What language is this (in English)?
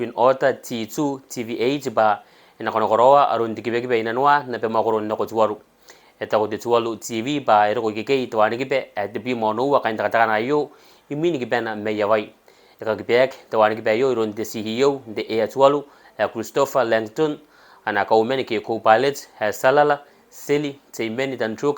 Gilbertese